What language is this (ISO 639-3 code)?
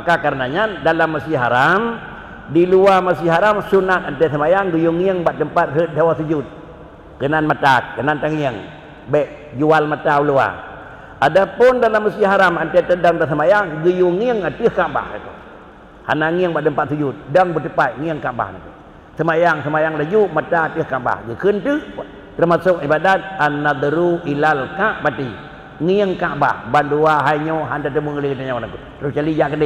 ace